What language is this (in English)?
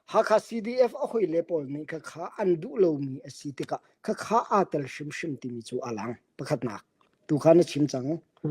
Hakha Chin